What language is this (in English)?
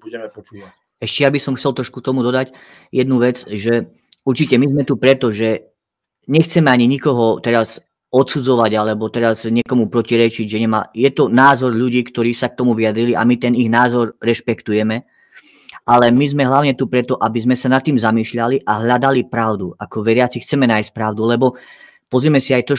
Slovak